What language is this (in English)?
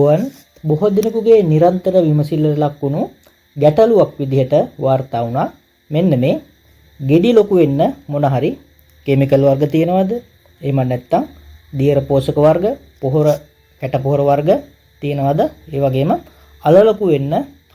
Sinhala